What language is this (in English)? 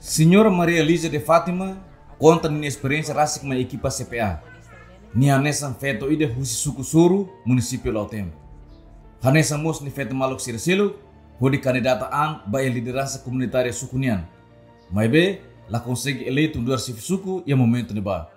Tetum